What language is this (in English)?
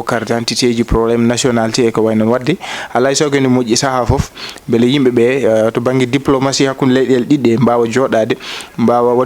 Fula